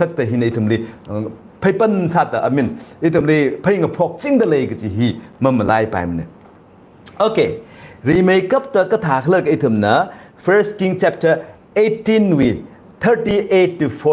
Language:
Tangkhul Naga (India)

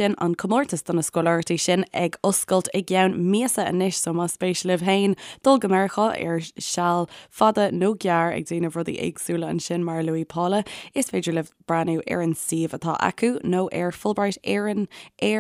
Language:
Irish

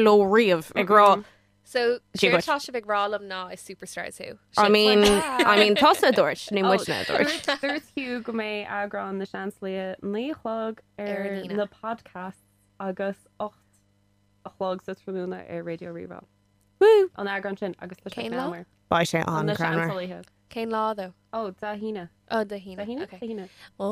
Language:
Irish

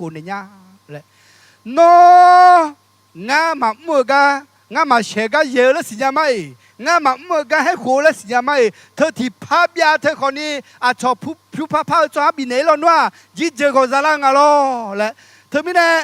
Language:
Akha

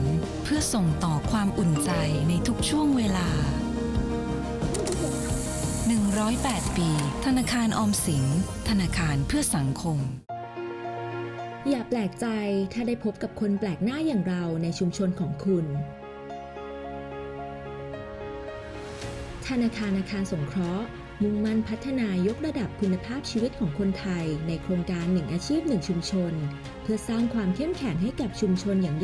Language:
Thai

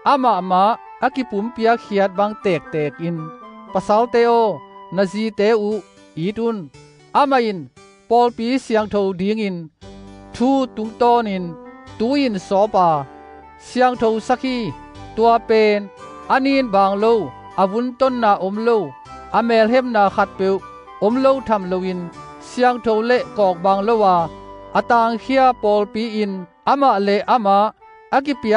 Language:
Tedim Chin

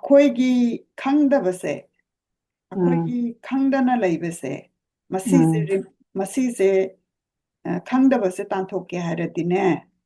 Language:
Manipuri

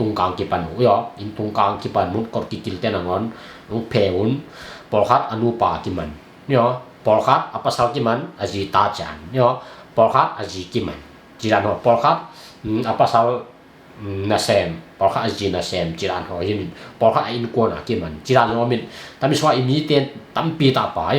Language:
Tedim Chin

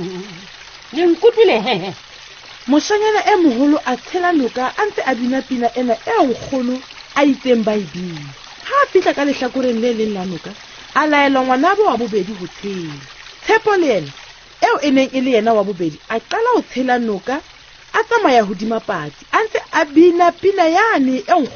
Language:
Southern Sotho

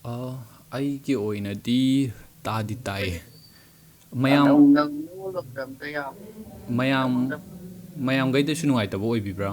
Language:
Manipuri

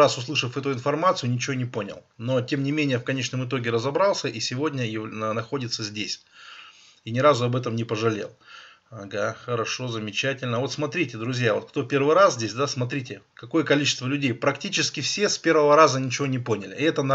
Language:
Russian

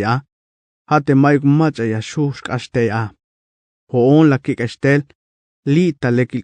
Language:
Tzeltal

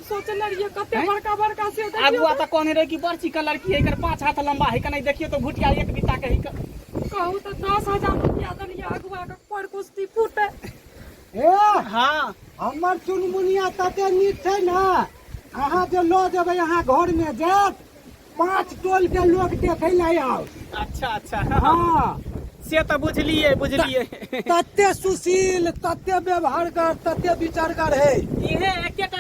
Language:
Maithili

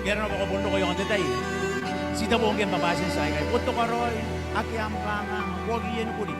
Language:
Gilbertese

